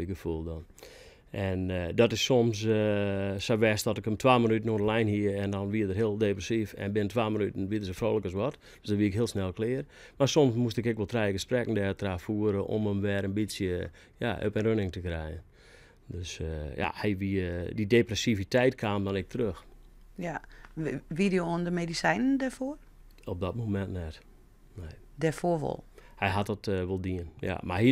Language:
Western Frisian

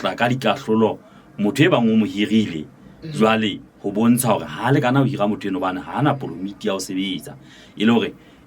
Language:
Southern Sotho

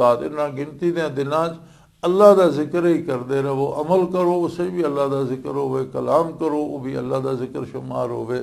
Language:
Western Panjabi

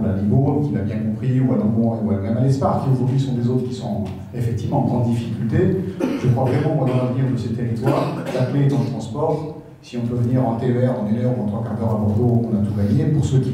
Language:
French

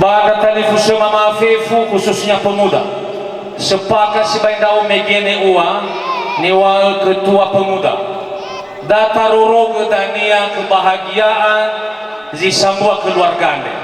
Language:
Nias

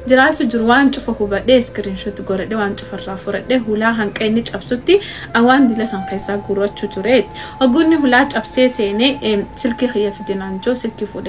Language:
Oromo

